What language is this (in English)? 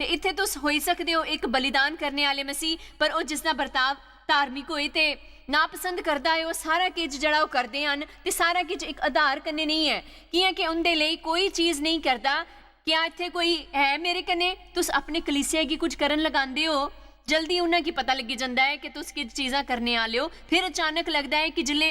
Dogri